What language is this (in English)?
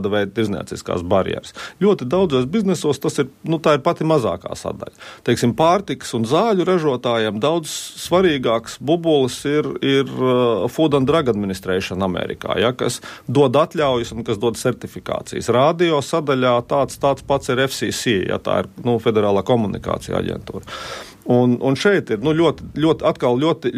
Latvian